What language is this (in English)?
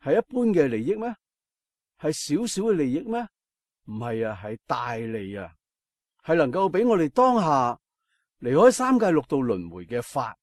Cantonese